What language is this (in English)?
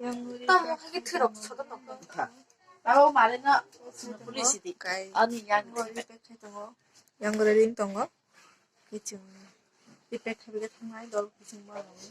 Kok Borok